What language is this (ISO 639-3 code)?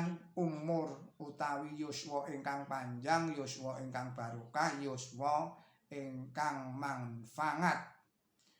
jav